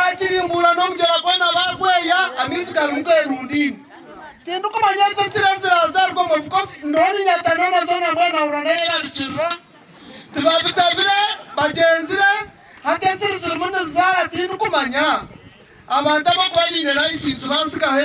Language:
Nyankole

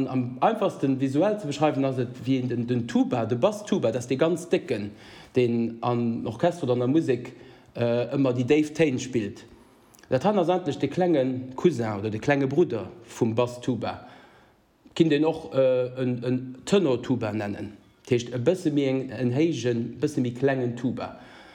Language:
Luxembourgish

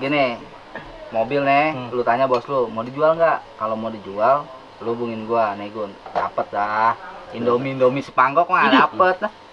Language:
Betawi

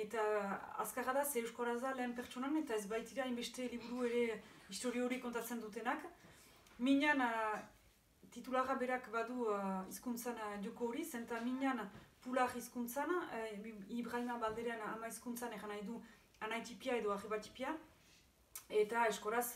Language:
Basque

